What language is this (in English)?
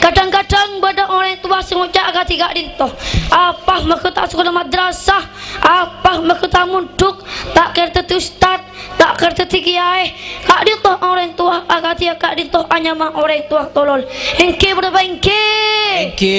Madurese